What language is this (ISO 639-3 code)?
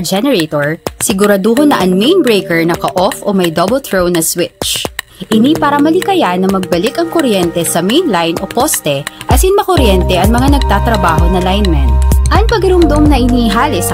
bik